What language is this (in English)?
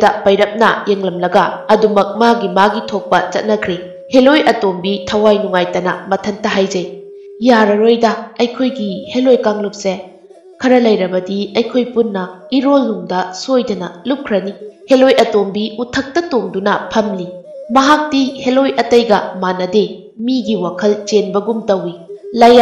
Manipuri